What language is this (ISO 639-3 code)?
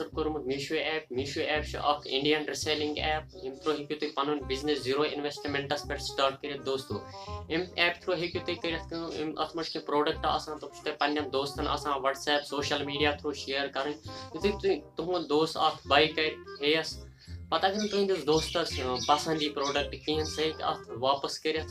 kas